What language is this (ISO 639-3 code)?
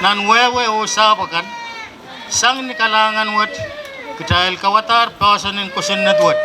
pon